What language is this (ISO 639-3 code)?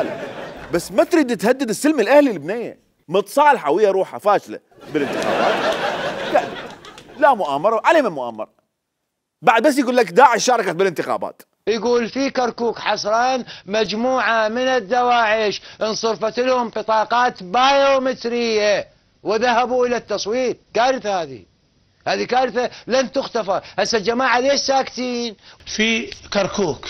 acm